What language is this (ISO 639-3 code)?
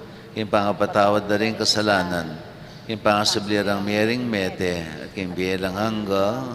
pam